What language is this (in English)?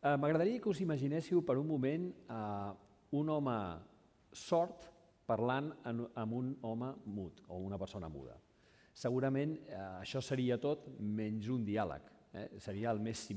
Catalan